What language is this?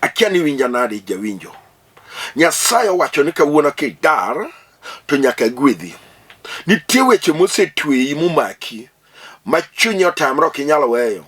Luo (Kenya and Tanzania)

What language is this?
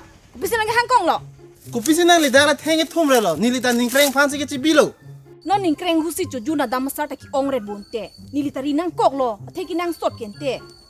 Karbi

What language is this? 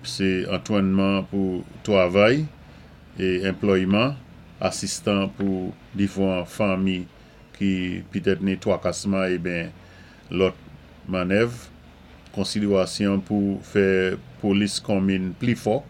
Saint Lucian Creole French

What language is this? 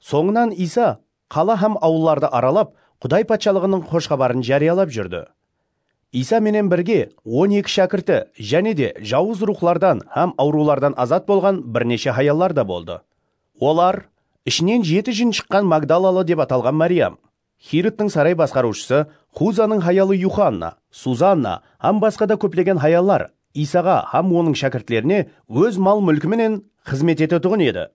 Kara-Kalpak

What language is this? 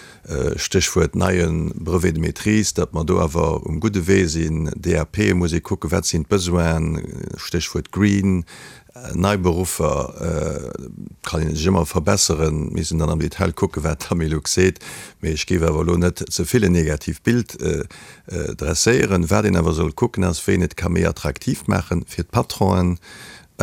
Luxembourgish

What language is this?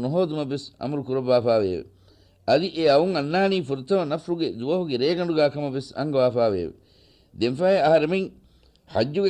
Divehi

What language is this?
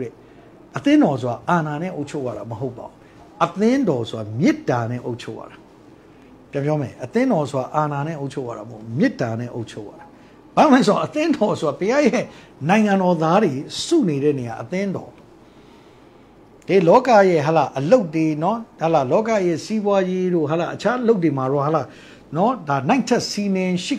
Burmese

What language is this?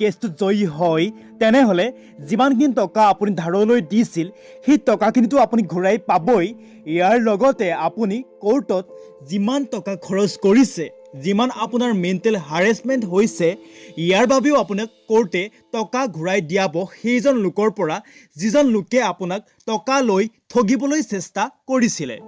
Assamese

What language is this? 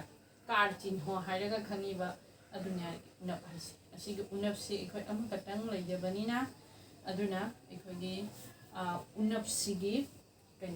Manipuri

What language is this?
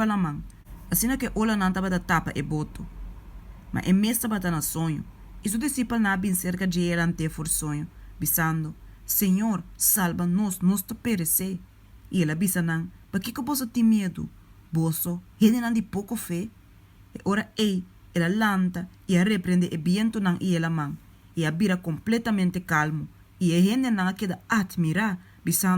Papiamento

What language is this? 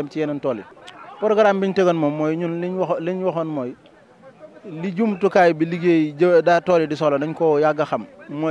Wolof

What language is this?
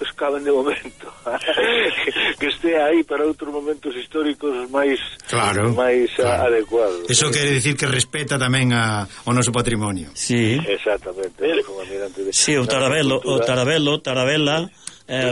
Galician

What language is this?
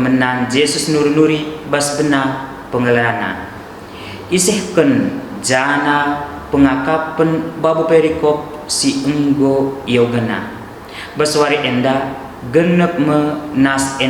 Batak Karo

